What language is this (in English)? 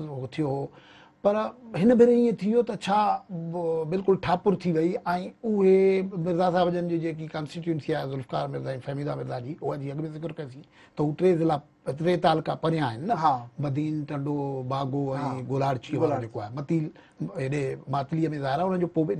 Sindhi